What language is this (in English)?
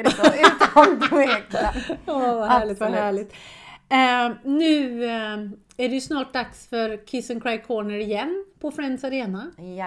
Swedish